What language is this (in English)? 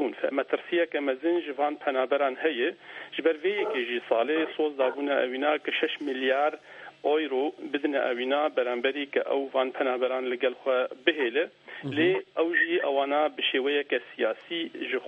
Kurdish